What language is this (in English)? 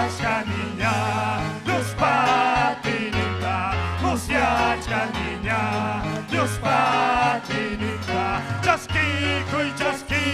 Ayacucho Quechua